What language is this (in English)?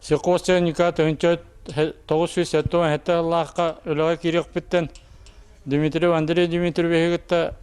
Yakut